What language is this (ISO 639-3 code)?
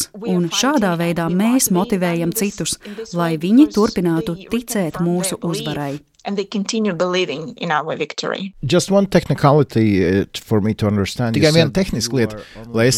lav